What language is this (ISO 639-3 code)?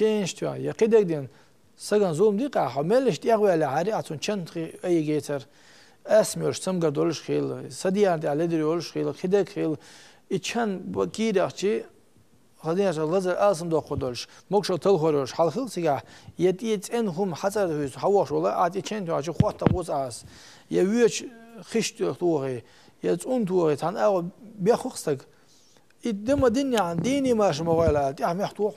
che